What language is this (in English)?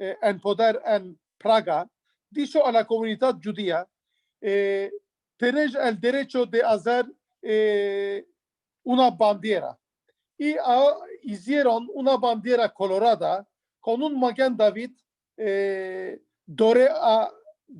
Ladino